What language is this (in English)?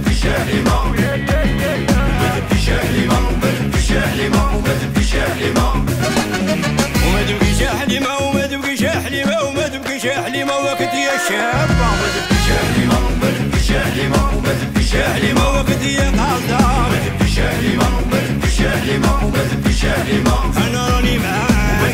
Algerian Arabic